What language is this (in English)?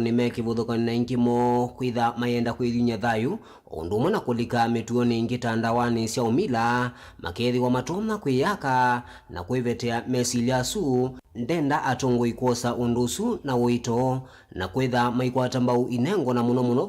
Kamba